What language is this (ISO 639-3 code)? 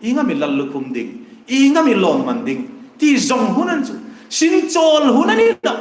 hmr